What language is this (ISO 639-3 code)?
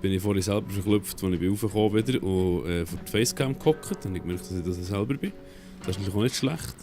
gsw